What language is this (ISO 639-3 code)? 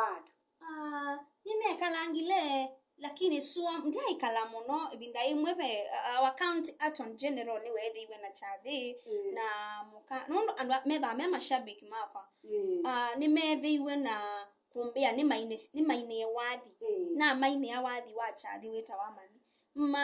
kam